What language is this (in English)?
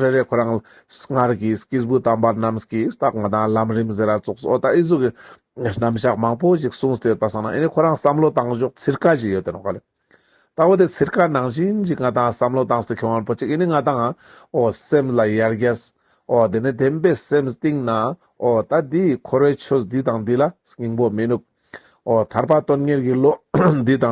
Ladakhi